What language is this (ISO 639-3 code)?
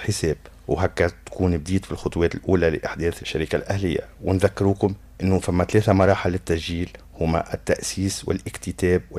aeb